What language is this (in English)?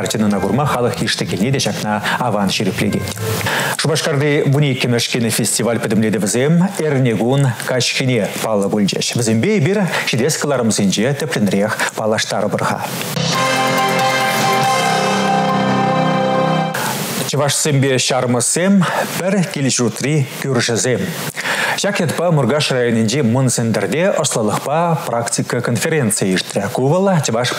Chuvash